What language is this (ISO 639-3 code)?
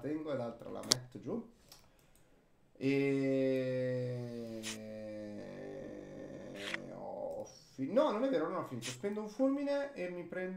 ita